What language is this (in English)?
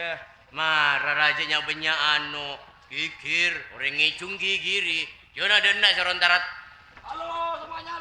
Madurese